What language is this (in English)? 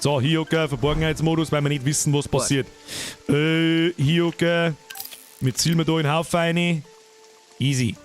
Bavarian